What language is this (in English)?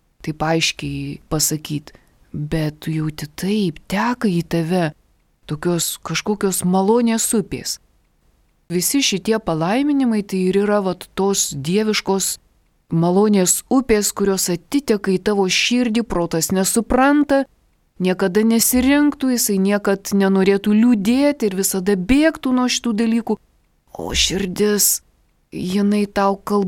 Lithuanian